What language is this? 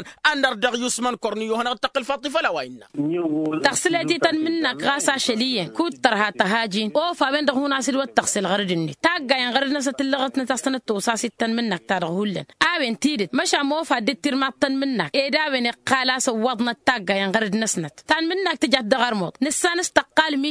Tamasheq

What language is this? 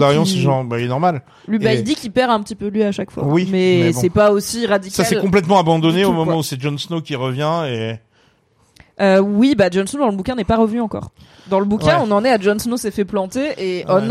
French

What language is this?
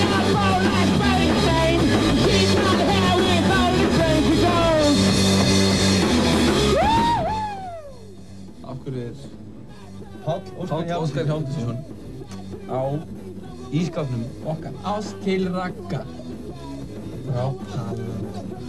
Icelandic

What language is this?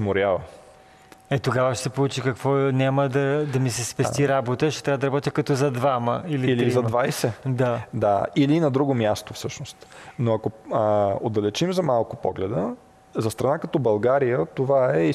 Bulgarian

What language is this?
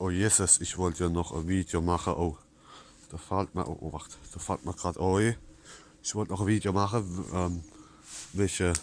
Palatine German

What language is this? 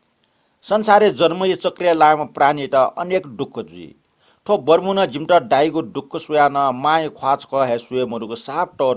Newari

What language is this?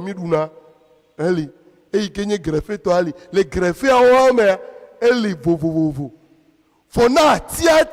Ewe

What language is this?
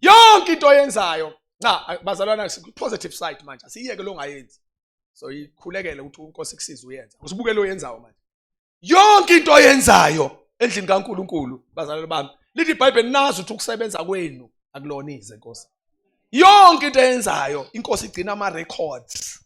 Zulu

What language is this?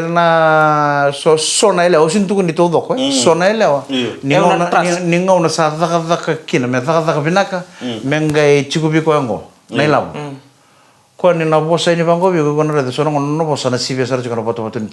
Fijian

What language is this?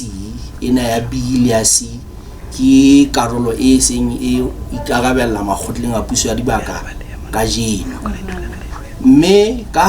Southern Sotho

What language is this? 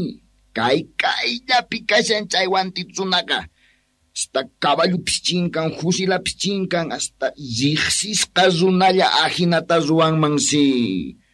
Quechua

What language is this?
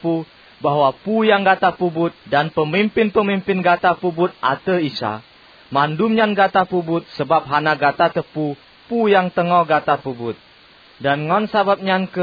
Achinese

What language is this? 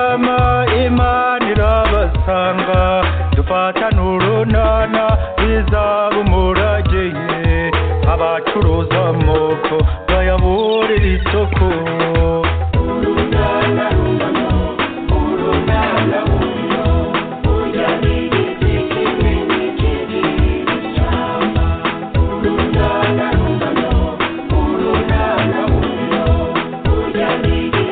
Kinyarwanda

